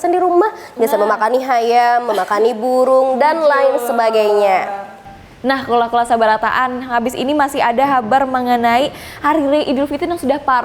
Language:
Banjar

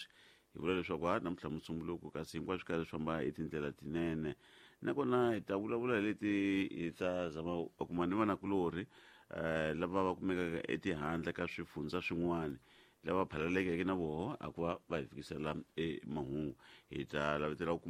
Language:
Tsonga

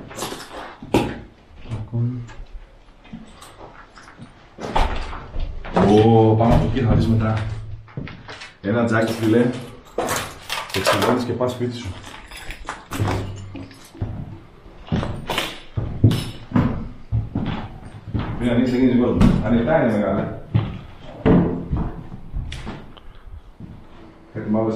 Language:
Greek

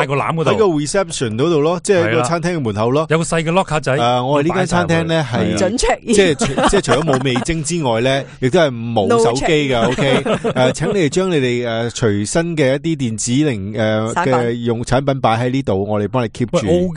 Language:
Cantonese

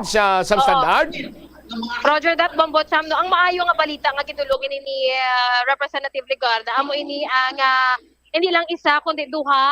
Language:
Hiligaynon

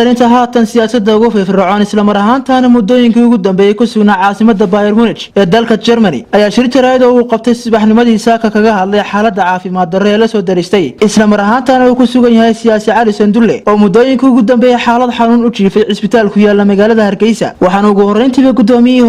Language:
Somali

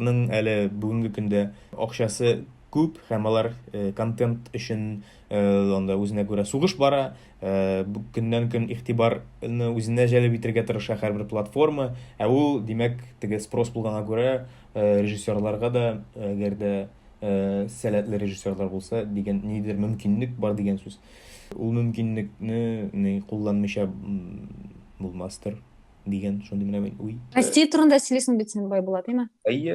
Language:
Tatar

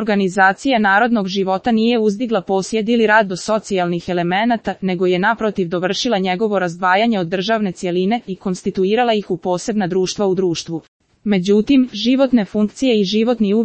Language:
Serbian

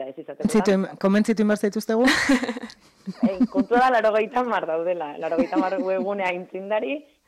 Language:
Basque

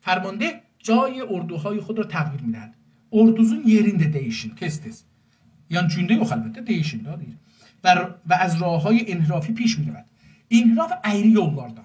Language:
South Azerbaijani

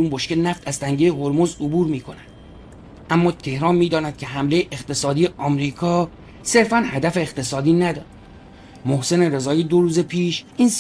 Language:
Persian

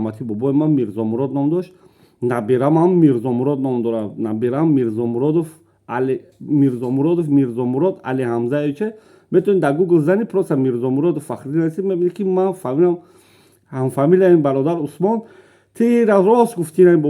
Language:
Tajik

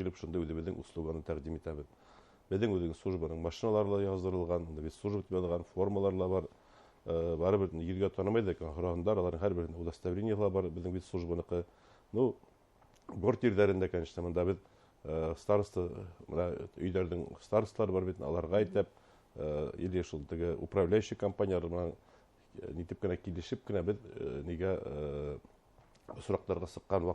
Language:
Bashkir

